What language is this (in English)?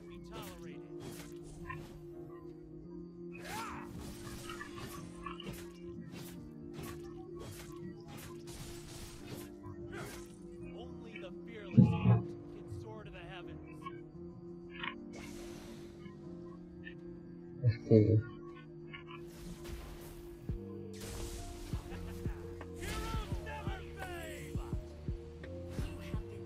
English